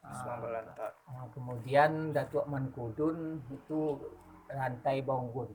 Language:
Minangkabau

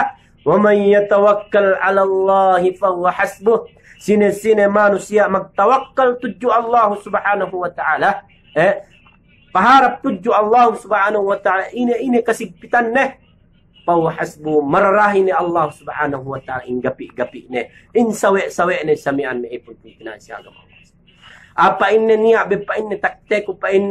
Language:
Yakan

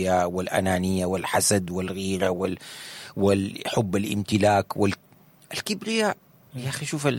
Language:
Sudanese Arabic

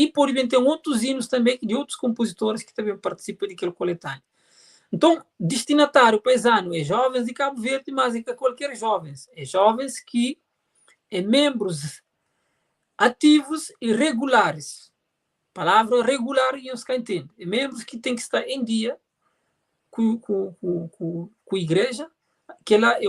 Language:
Kabuverdianu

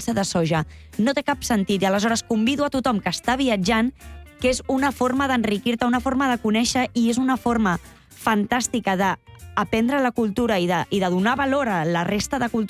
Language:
Catalan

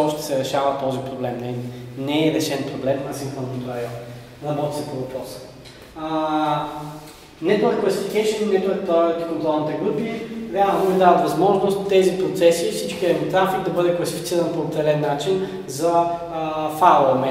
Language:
Bulgarian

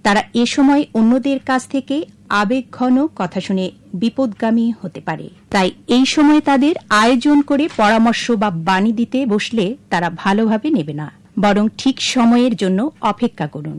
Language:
Bangla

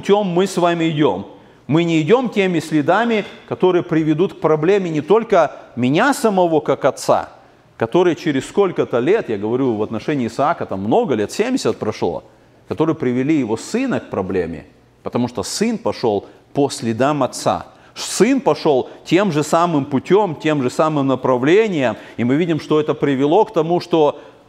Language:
Russian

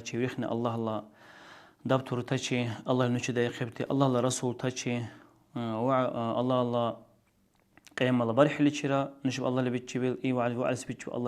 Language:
Dargwa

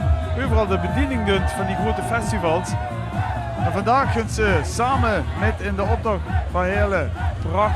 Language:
Limburgish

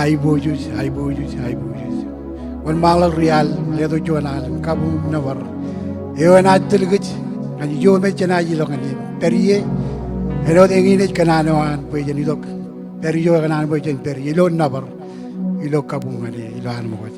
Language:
Marshallese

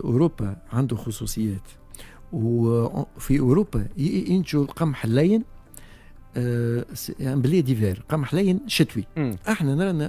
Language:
Tunisian Arabic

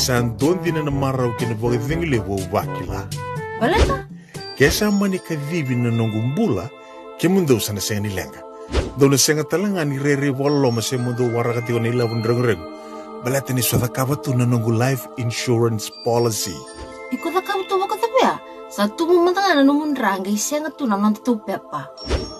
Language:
Fijian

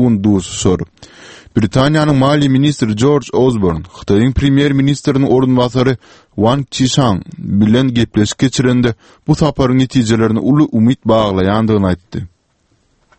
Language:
Turkmen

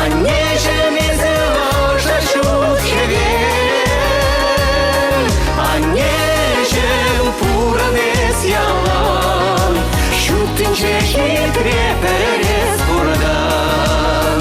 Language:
Chuvash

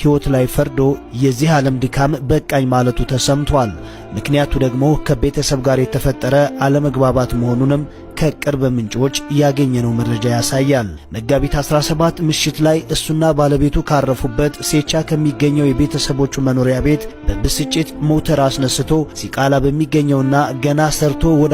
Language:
Amharic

